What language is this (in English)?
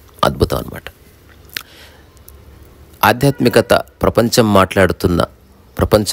Telugu